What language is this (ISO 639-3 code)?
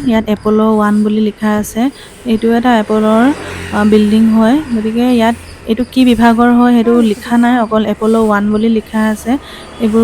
asm